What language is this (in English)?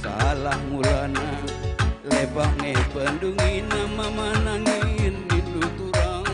Batak Karo